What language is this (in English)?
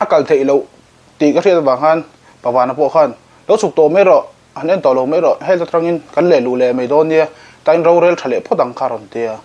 Mizo